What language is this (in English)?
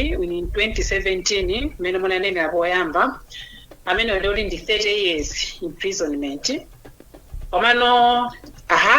Nyanja